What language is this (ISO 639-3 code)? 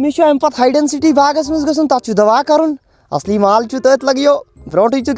kas